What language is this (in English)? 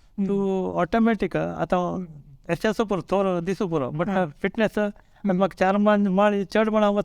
Konkani